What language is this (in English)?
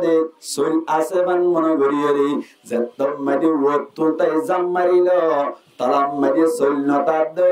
Rohingya